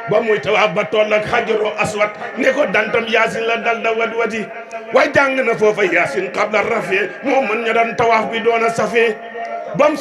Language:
Wolof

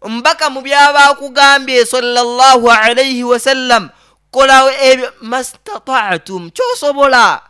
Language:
Nyoro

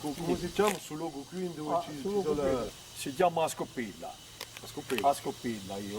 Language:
Corsican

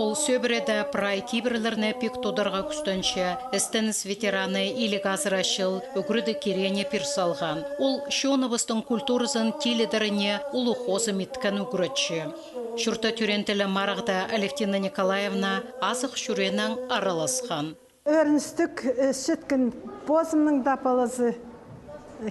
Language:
Khakas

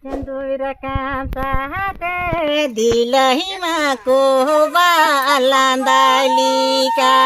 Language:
Santali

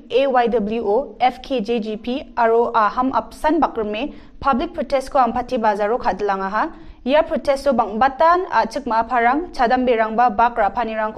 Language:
Garo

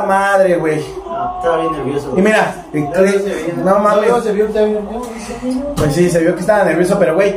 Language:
Spanish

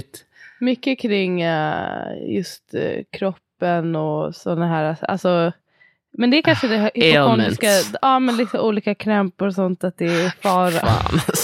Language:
Swedish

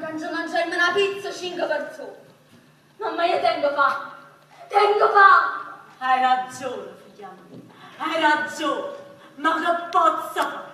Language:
Neapolitan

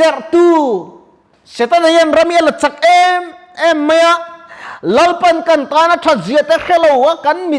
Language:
Mizo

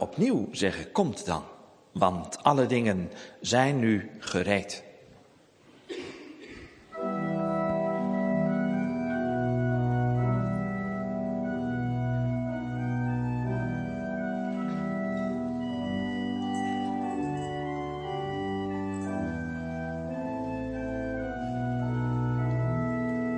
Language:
Dutch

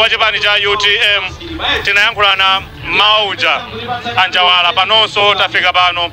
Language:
Nyanja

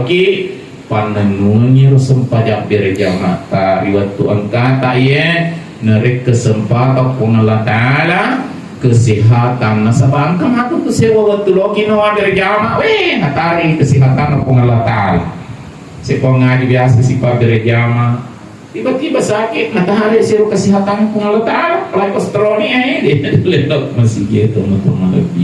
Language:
Buginese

